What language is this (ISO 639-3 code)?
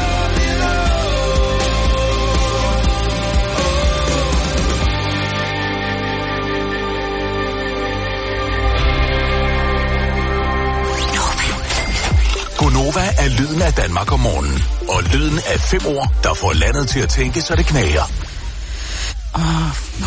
dan